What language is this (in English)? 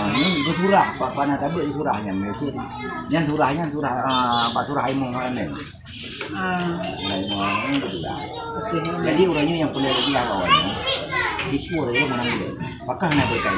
Achinese